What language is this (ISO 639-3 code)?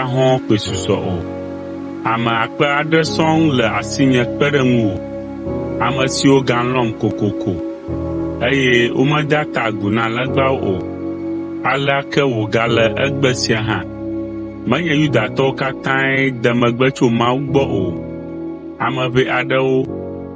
ewe